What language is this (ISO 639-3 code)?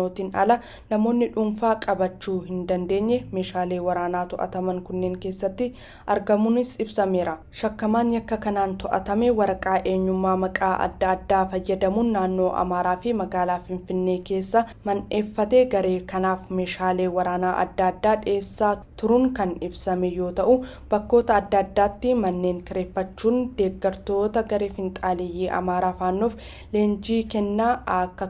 orm